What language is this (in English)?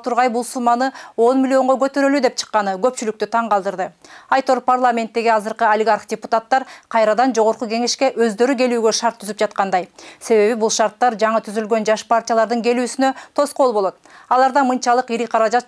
Kyrgyz